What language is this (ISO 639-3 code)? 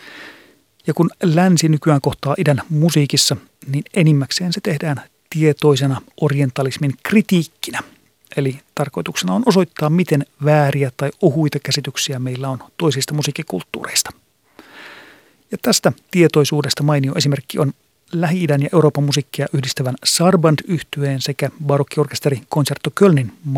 fin